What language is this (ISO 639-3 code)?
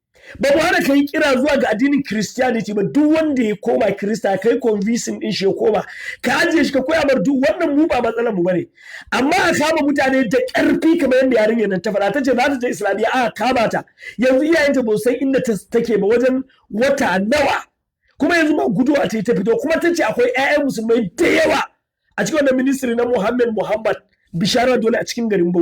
hau